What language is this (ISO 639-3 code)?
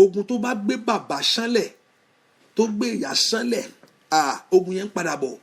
yor